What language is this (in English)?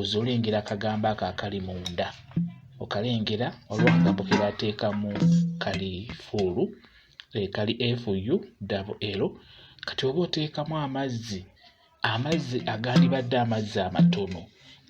Ganda